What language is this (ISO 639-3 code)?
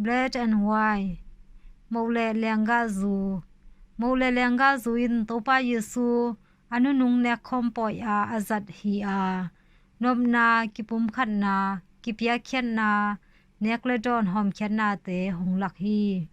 ctd